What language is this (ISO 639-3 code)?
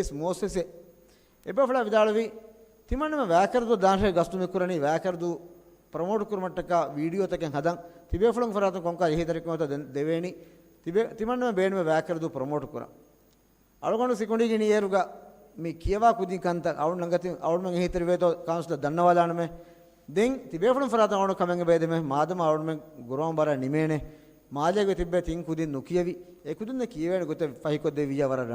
div